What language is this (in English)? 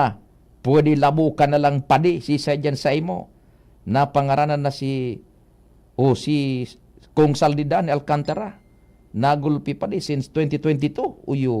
Bikol